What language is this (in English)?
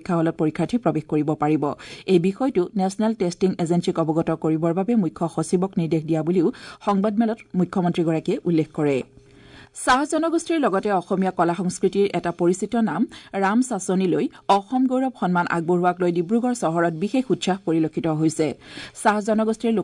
Assamese